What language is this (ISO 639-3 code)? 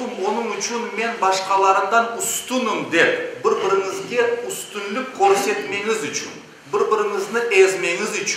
crh